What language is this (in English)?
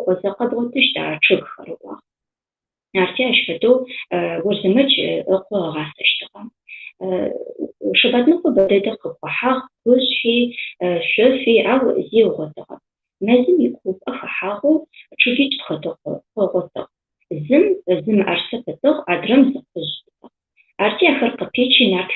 Adyghe